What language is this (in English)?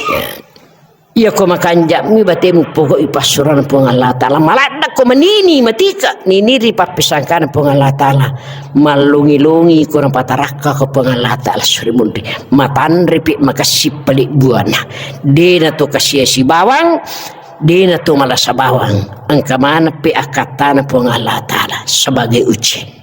Buginese